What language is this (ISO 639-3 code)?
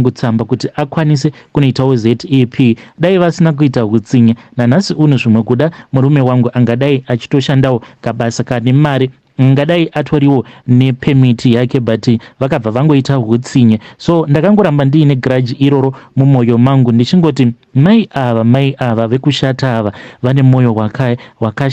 sna